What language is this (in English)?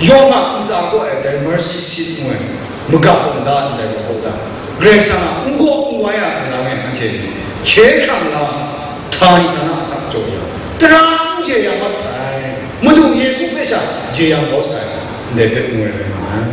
Kachin